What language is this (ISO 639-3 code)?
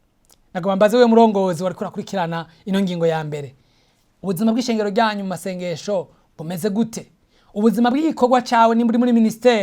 run